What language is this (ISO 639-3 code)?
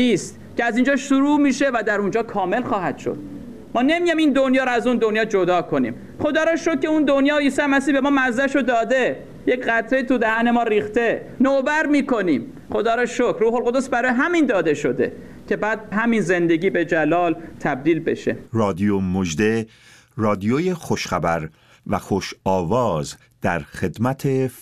fas